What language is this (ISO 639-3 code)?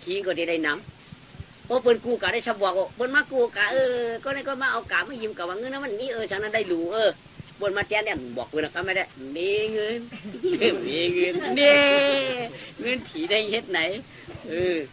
shn